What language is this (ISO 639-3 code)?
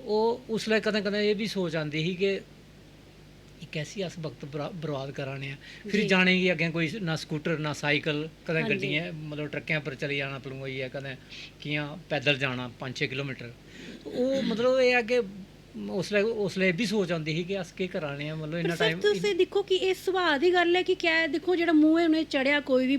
doi